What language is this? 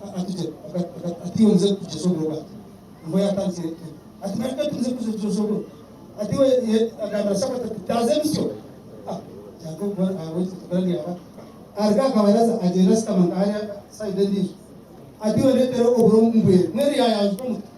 Nyankole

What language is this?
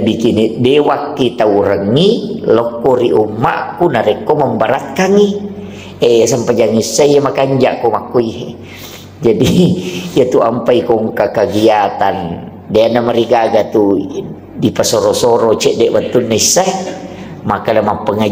Buginese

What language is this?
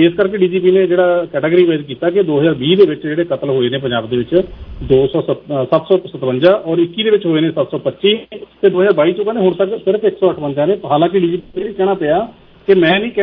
Punjabi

